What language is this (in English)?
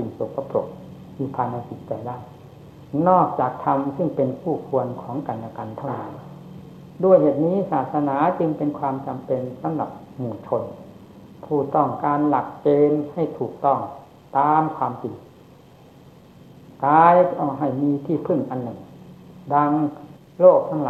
Thai